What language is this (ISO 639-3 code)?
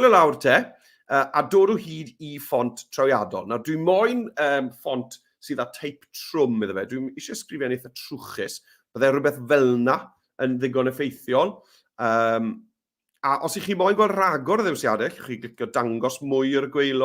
cym